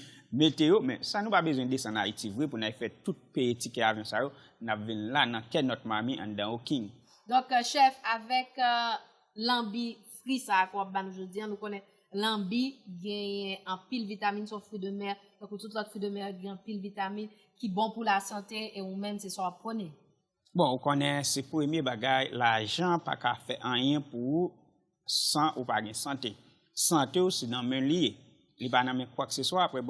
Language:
Haitian Creole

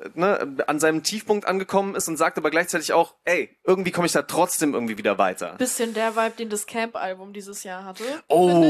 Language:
German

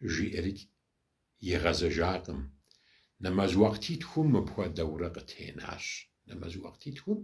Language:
Kabardian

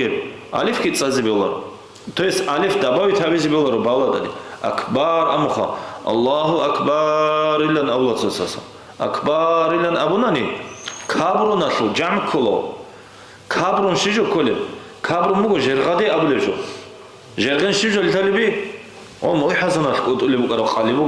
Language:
Avaric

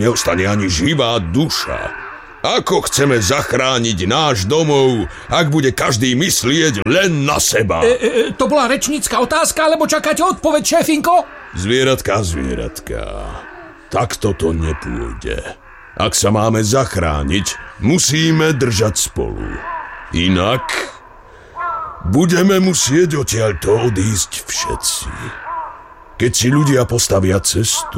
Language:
Slovak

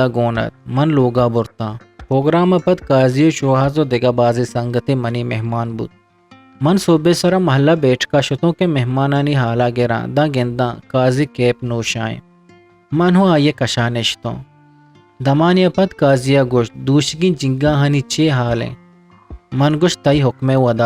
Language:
Eastern Balochi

